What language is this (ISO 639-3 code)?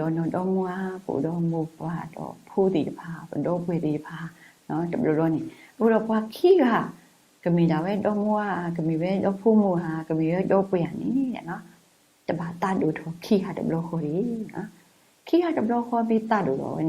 ksw